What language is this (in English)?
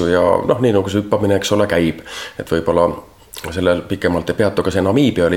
Estonian